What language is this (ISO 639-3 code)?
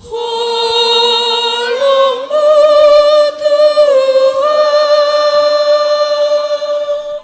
bts